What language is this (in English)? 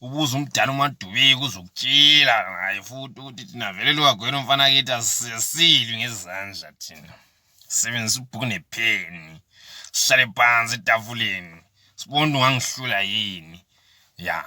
Zulu